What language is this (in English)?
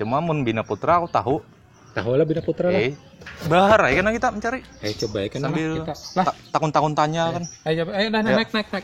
Banjar